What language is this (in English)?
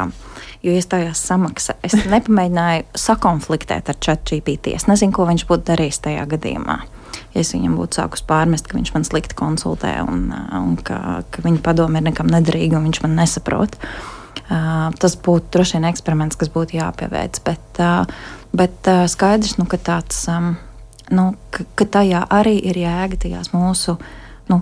Latvian